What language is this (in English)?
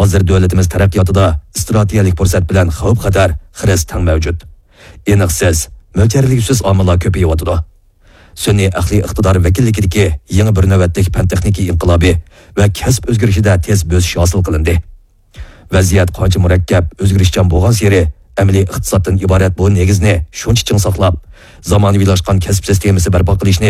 Uyghur